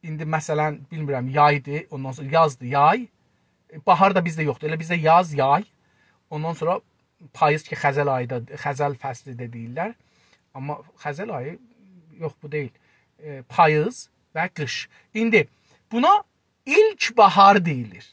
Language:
South Azerbaijani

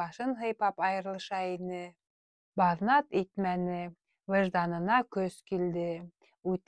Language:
Bashkir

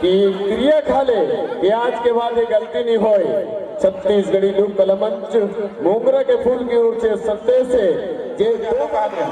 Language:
Chhattisgarhi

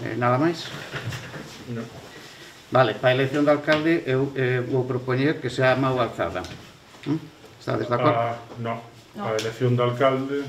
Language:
Galician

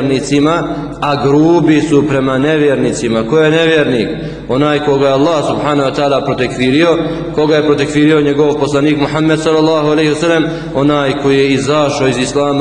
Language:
Bosnian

